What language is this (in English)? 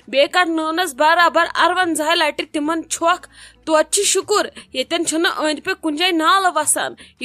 Kashmiri